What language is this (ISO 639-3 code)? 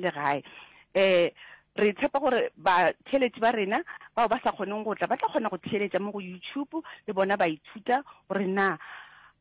nso